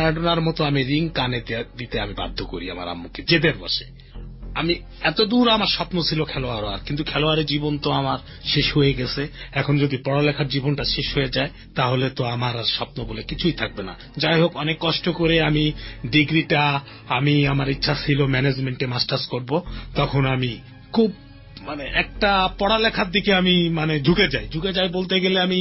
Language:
Bangla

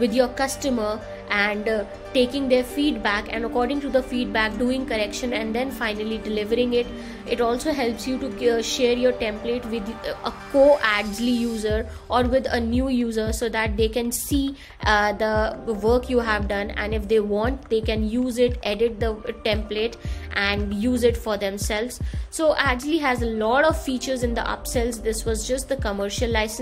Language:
English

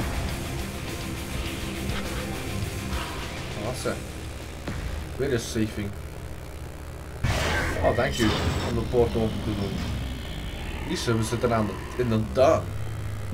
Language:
Dutch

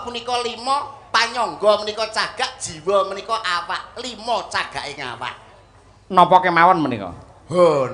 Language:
Javanese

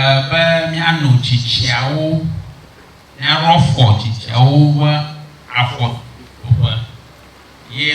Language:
Ewe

